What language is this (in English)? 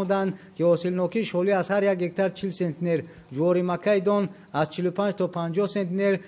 Tajik